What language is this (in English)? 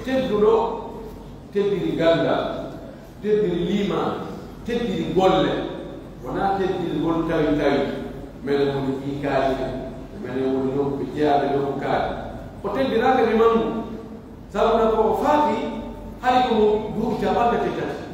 Pular